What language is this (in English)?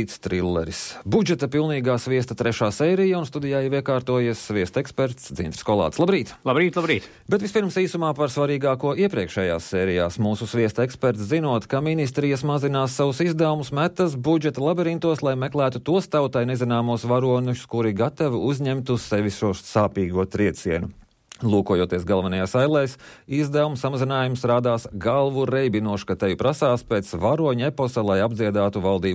Latvian